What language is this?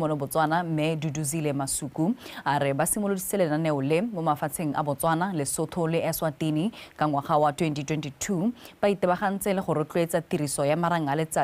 Tswana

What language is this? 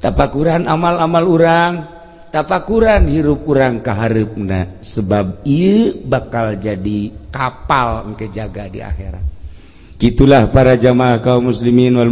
Sundanese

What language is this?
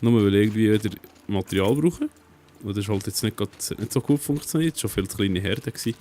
Swiss German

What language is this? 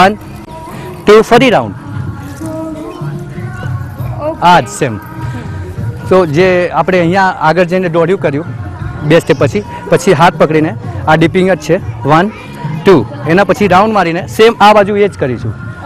Gujarati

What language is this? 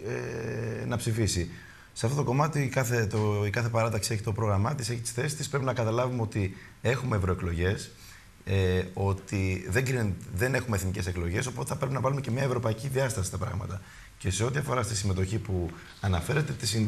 Greek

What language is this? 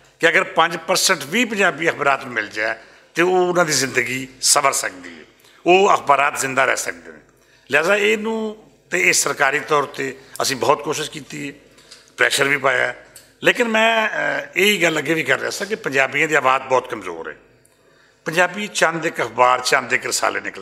Western Panjabi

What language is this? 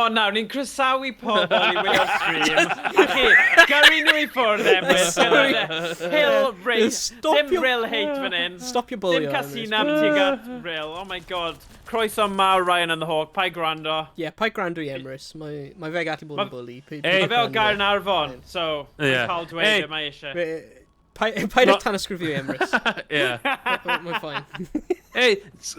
Welsh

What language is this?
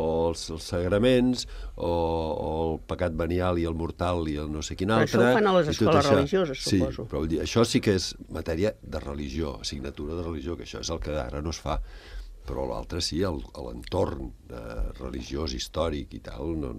Catalan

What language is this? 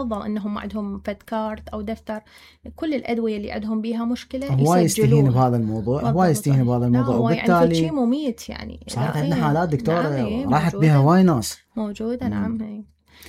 Mesopotamian Arabic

